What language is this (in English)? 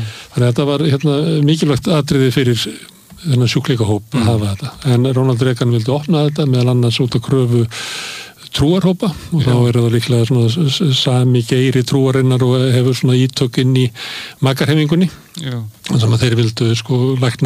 Icelandic